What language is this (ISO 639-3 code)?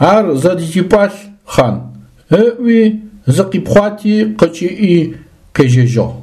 ady